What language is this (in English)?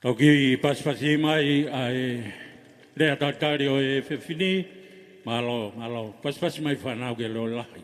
Tongan